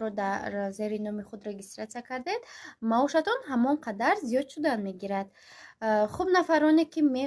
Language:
Tajik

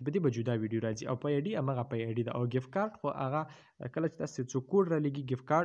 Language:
Pashto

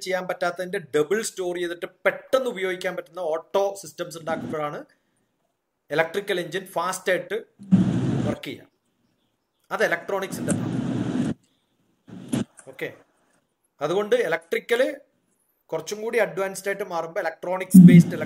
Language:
Malayalam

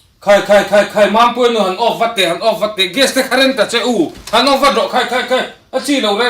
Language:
Mizo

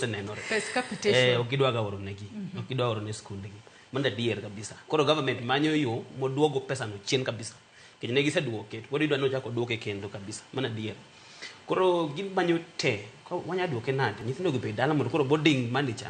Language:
Luo (Kenya and Tanzania)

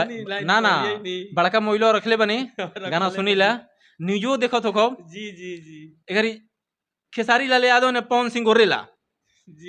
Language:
Bhojpuri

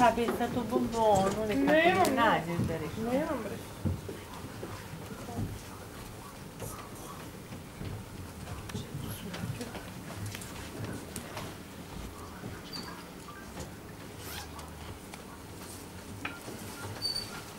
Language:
Serbian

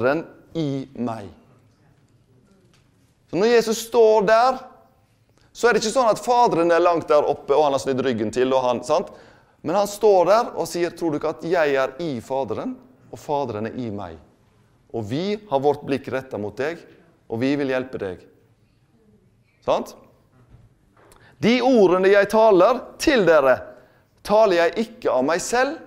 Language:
Norwegian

